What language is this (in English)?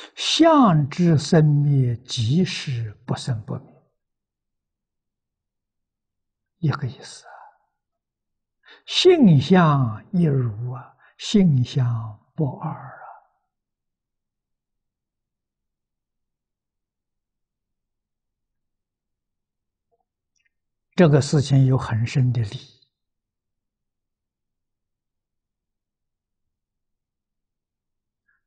Chinese